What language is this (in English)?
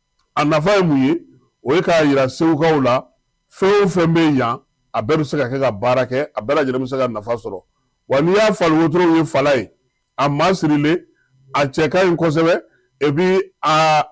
Bambara